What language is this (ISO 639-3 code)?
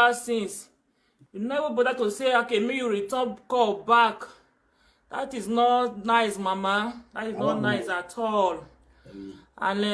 pcm